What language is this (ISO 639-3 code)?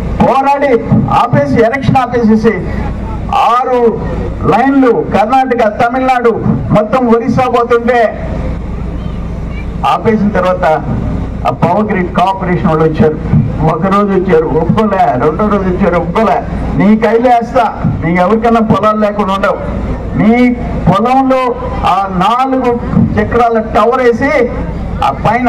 tel